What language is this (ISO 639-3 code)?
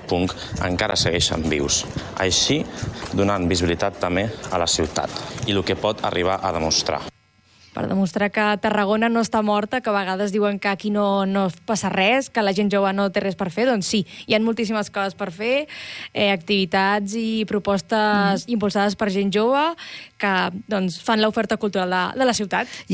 cat